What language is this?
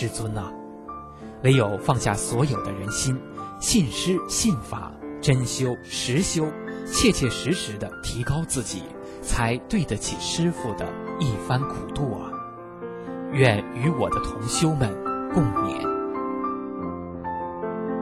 Chinese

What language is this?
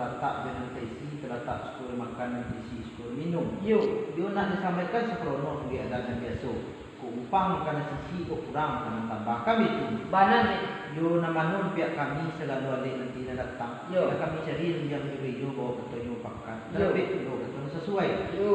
Minangkabau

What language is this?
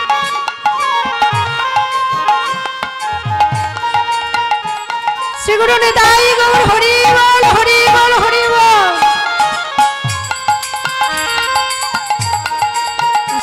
Bangla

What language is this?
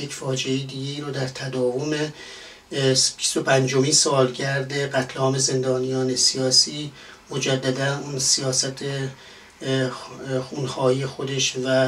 Persian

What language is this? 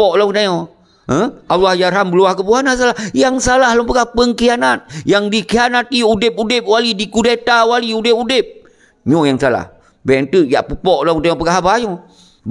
Achinese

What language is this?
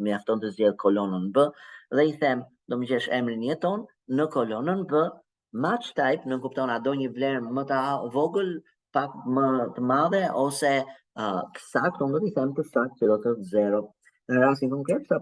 Albanian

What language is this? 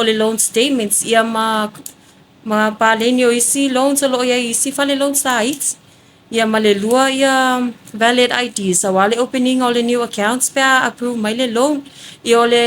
Samoan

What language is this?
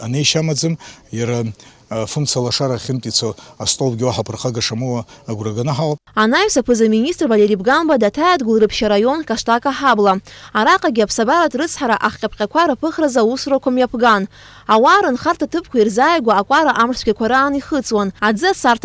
Abkhazian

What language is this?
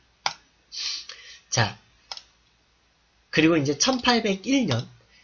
Korean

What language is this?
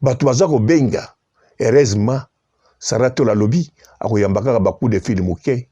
Lingala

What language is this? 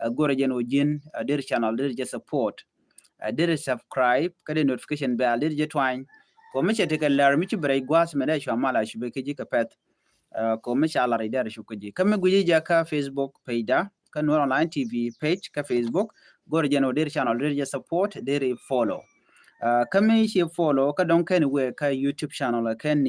Nuer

